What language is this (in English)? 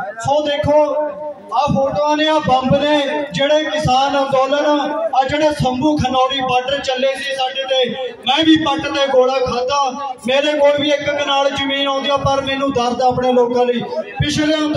Punjabi